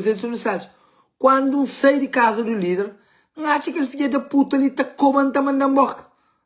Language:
Kabuverdianu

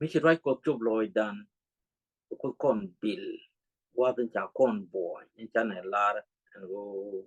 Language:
Nuer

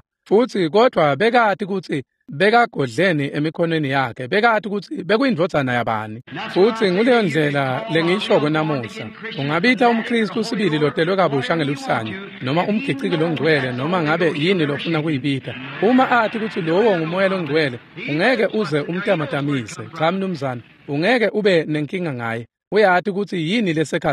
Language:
Swati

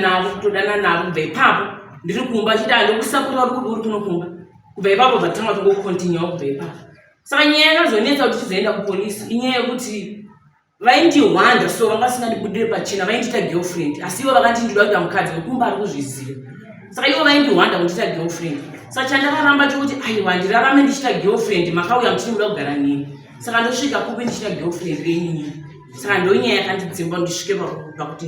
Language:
Shona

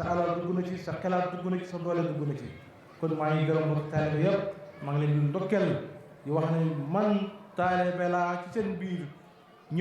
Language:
Wolof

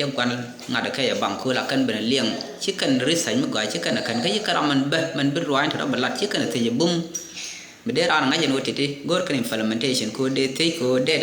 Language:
Nuer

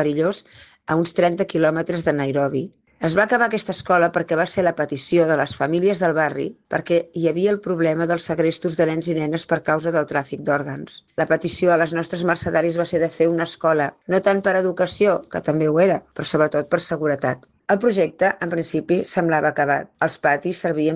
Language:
Catalan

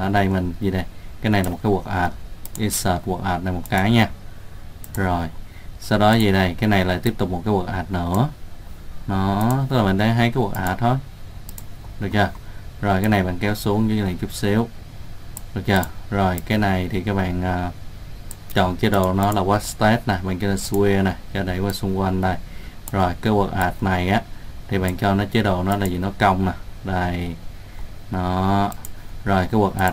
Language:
Vietnamese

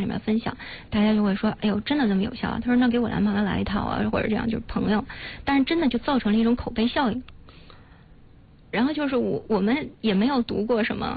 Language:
Chinese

